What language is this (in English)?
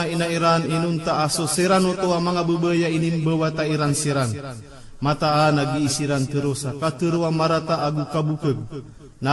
Maranao